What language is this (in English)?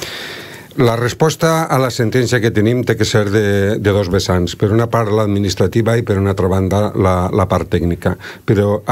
Catalan